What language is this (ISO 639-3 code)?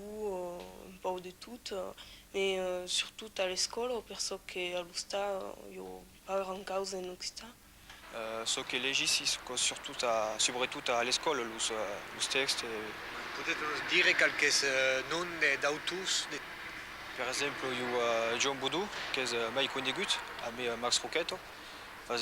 oci